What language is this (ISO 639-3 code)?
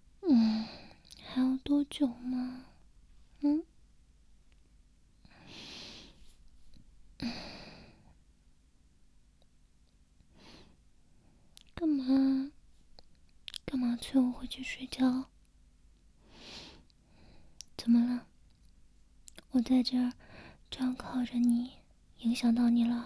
zho